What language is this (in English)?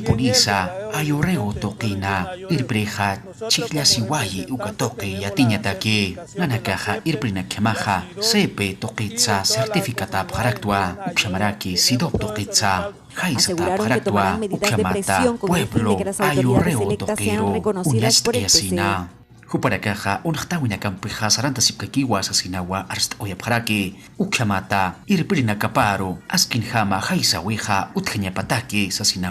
Aymara